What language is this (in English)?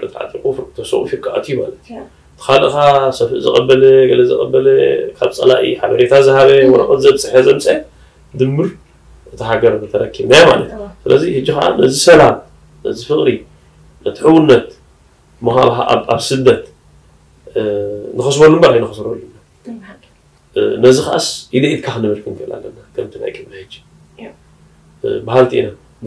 Tigrinya